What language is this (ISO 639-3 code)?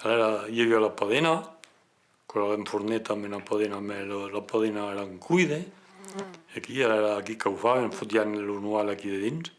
oci